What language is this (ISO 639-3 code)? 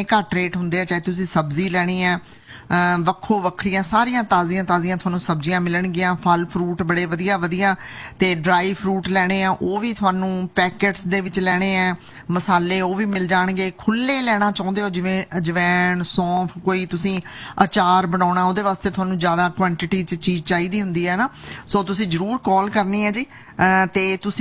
pan